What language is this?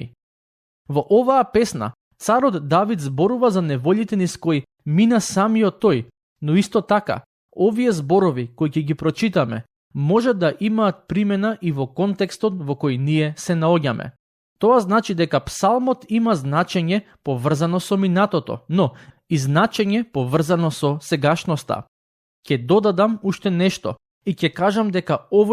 Macedonian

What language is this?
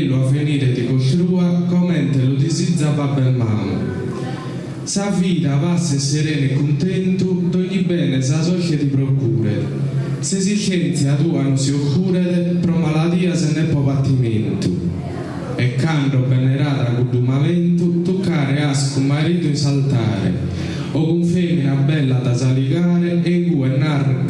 Sardinian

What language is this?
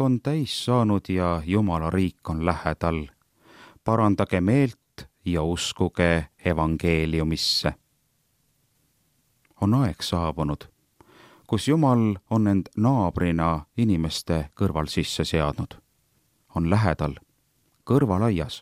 Estonian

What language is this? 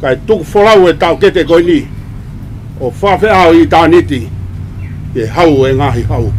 Tongan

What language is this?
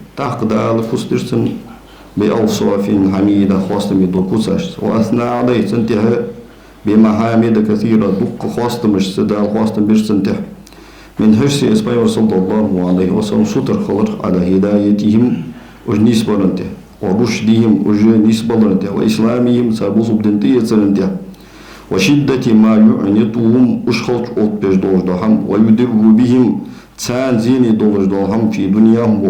Ingush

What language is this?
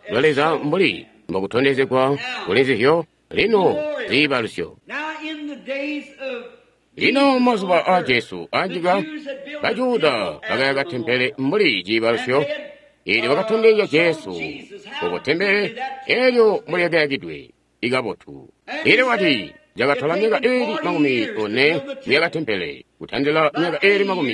Tonga (Zambia)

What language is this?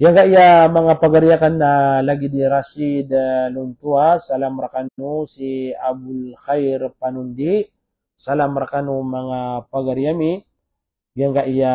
Maranao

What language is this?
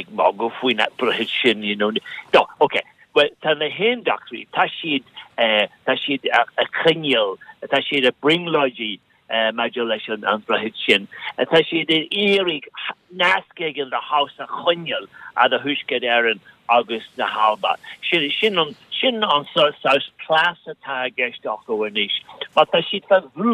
Irish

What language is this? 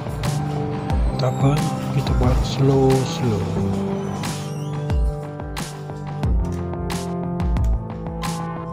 Malay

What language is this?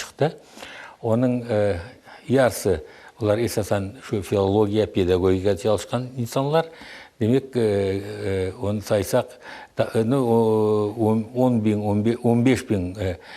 Crimean Tatar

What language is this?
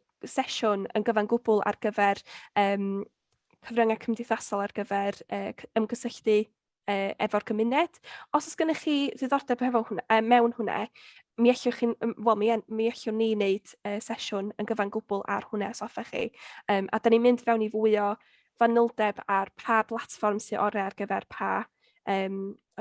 Welsh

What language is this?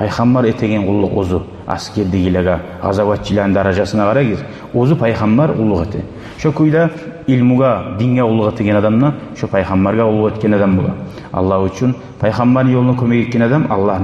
Kumyk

